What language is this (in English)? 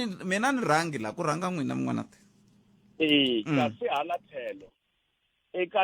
Tsonga